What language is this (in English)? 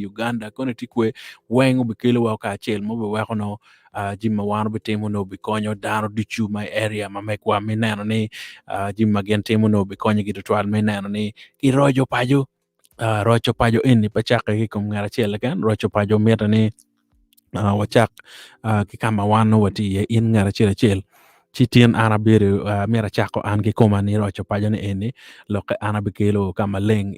Acoli